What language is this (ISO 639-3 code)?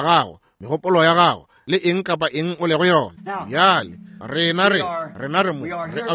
nso